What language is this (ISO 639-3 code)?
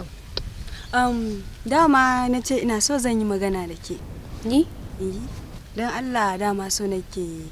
hau